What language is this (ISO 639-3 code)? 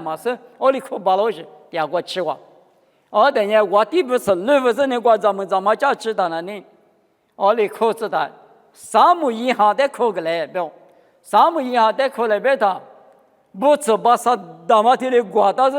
lis